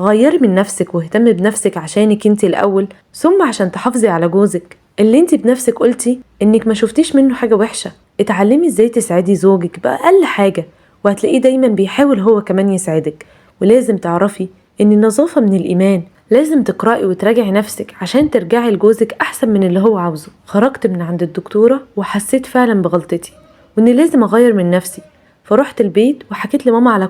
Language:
Egyptian Arabic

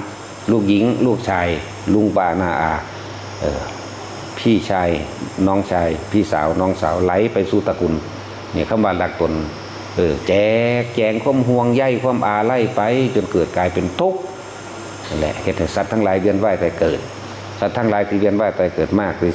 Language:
Northeastern Thai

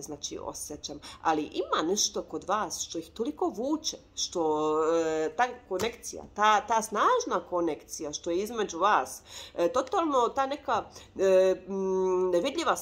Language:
Croatian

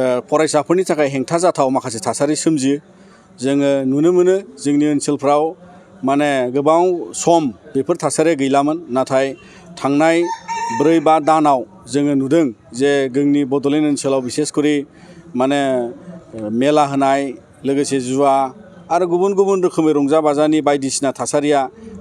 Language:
Bodo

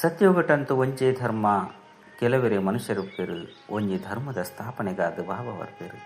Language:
Tulu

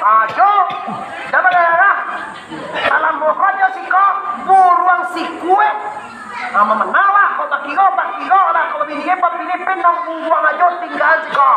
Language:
Minangkabau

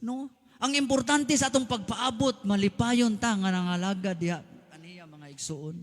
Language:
Cebuano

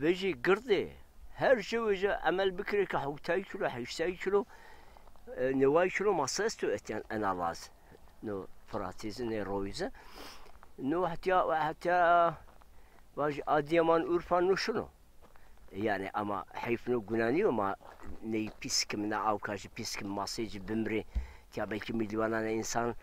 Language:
Zaza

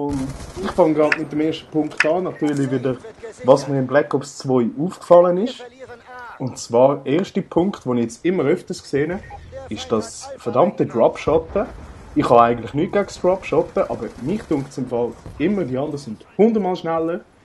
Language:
Swiss German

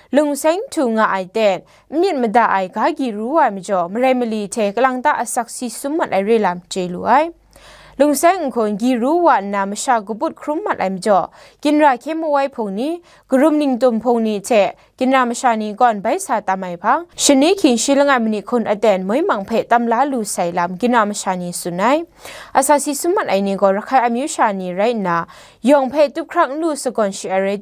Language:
Kachin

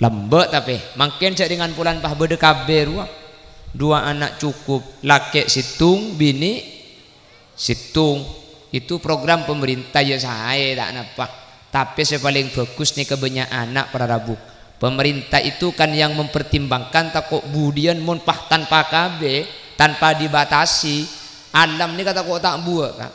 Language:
Madurese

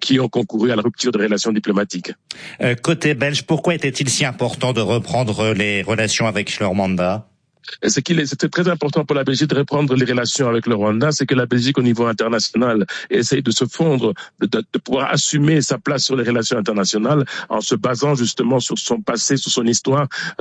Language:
French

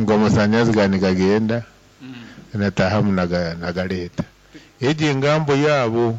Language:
Nyankole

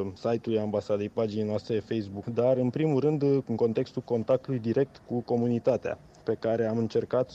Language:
Romanian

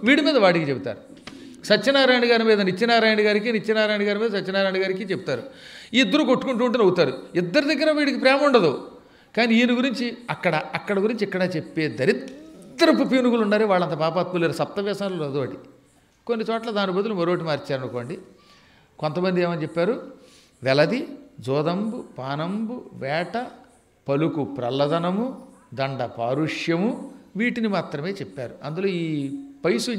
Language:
Telugu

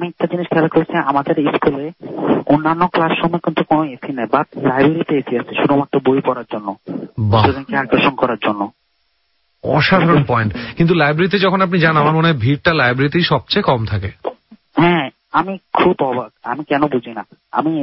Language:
Bangla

